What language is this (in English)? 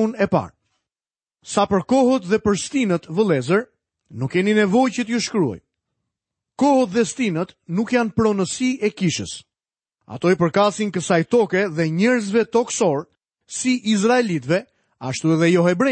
Albanian